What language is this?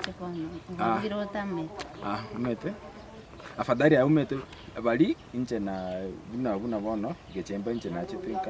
Gusii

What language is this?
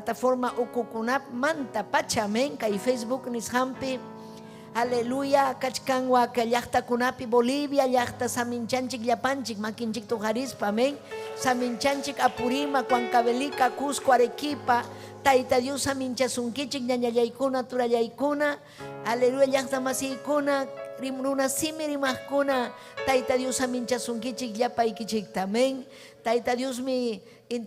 Ayacucho Quechua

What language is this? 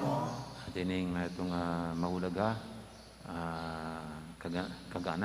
Pampanga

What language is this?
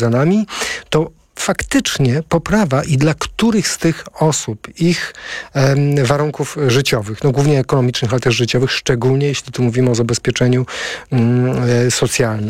Polish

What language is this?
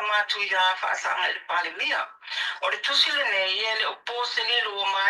Samoan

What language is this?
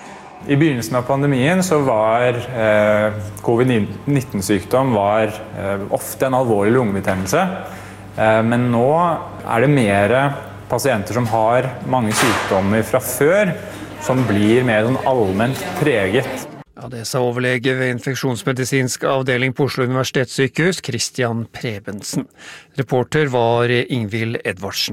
Norwegian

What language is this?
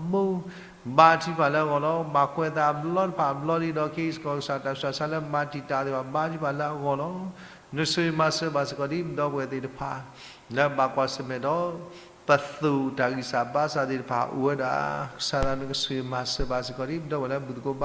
S'gaw Karen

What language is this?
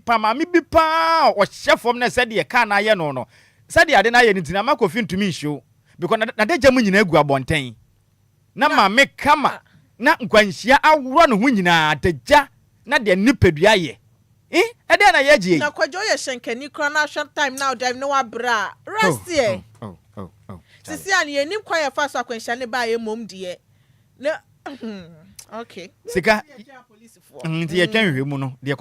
Akan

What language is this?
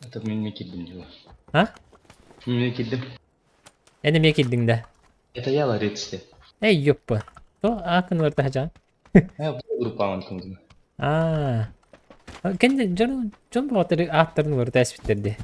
Yakut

